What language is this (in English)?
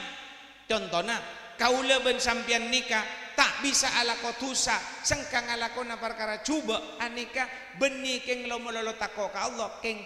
Madurese